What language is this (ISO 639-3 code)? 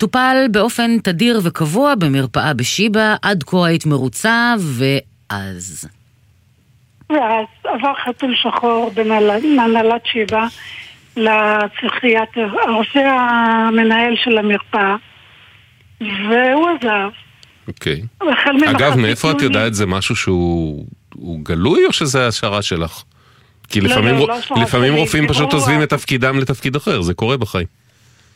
heb